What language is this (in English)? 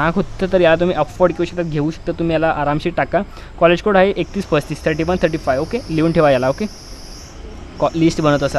Marathi